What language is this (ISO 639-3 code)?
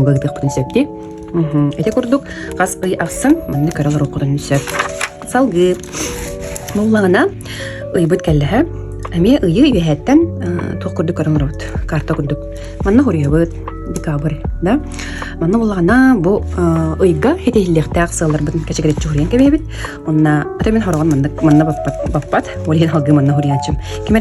sah